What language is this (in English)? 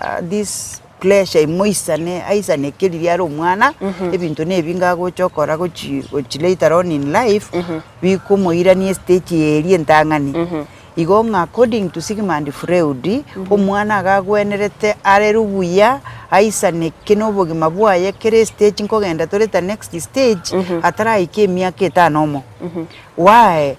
Gusii